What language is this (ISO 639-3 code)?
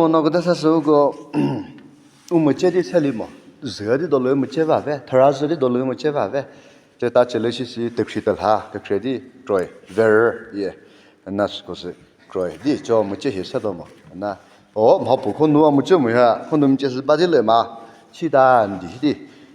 nri